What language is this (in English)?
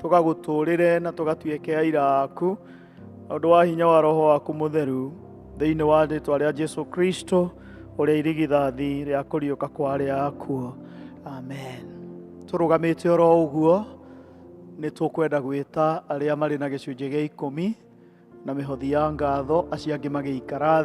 Kikuyu